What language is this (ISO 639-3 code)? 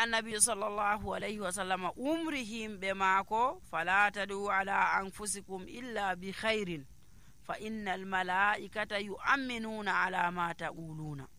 fuv